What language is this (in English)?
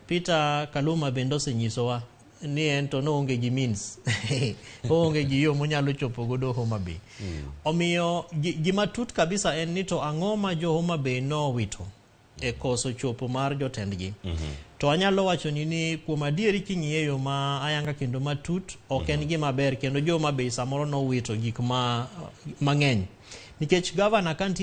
Luo (Kenya and Tanzania)